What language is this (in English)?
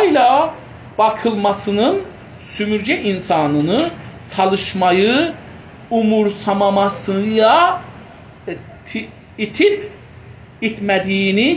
South Azerbaijani